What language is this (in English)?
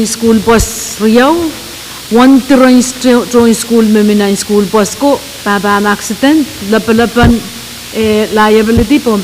Pohnpeian